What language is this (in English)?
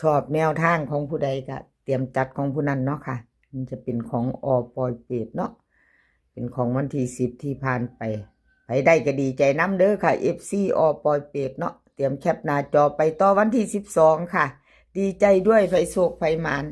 Northeastern Thai